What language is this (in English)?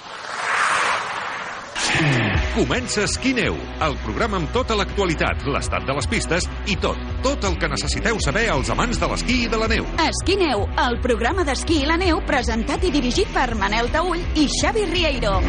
Catalan